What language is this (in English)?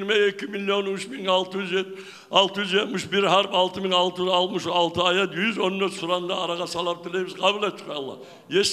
Kumyk